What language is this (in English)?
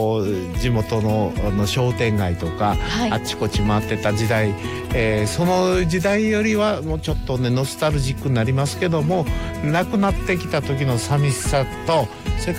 Japanese